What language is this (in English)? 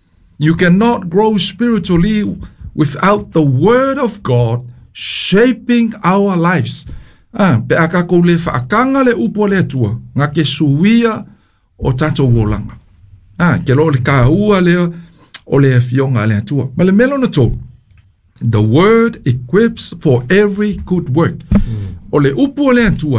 Samoan